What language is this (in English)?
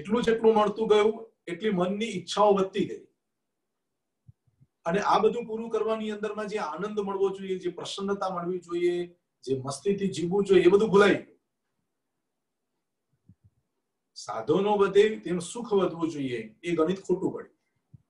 Gujarati